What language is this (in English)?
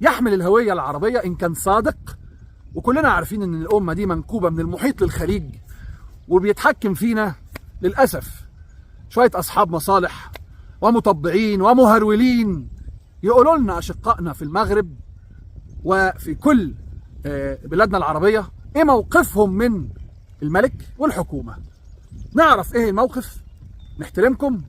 Egyptian Arabic